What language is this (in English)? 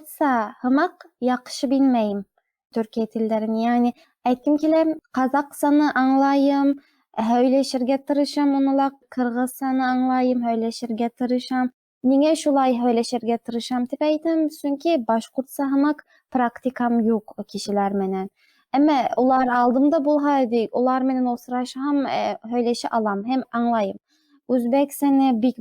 Bashkir